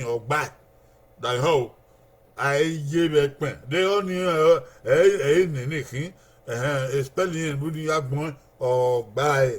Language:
Bini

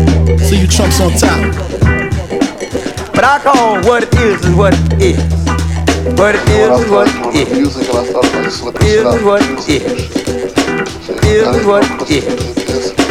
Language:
English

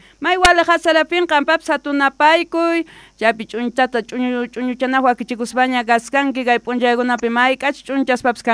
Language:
South Bolivian Quechua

